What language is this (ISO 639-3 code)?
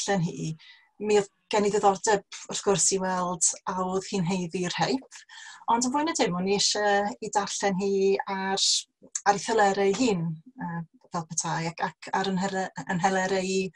cym